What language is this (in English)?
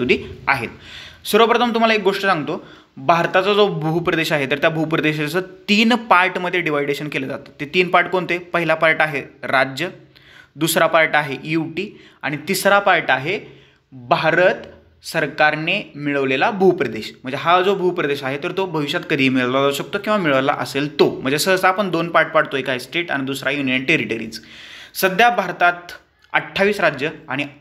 Marathi